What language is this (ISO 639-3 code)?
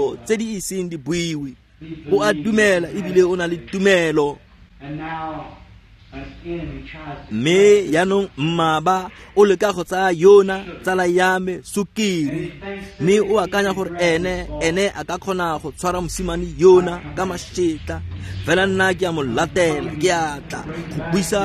tsn